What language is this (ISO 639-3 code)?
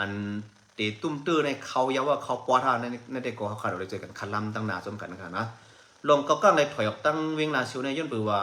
shn